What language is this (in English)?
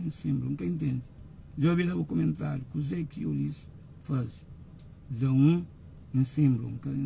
Kabuverdianu